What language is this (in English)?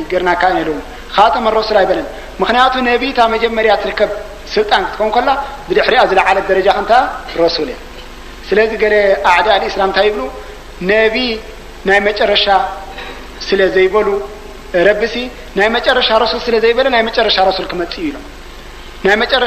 Tigrinya